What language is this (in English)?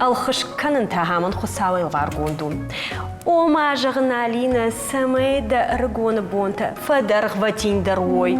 Ossetic